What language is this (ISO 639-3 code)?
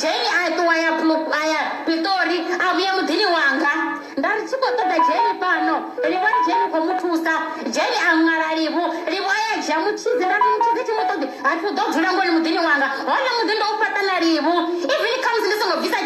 ven